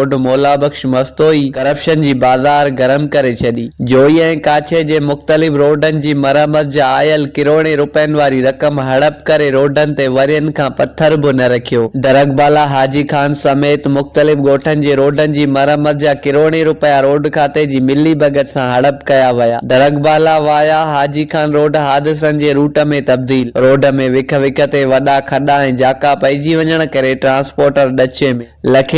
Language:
Sindhi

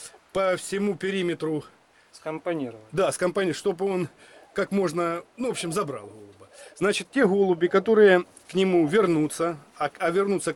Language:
Russian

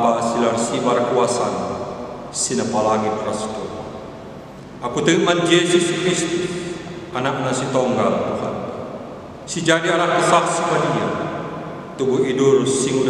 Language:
Batak Karo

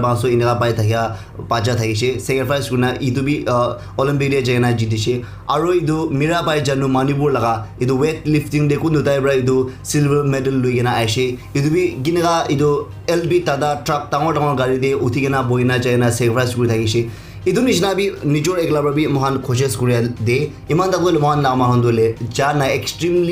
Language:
Naga Pidgin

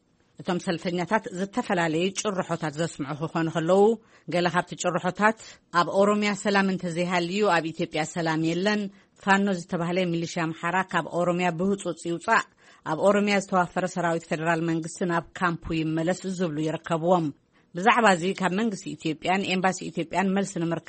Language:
Tigrinya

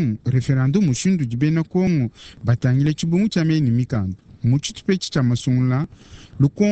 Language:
Luba-Lulua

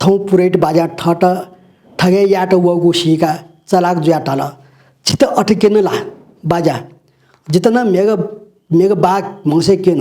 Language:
Newari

